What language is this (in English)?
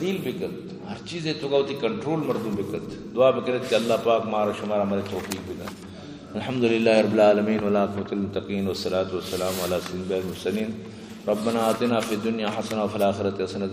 Eastern Balochi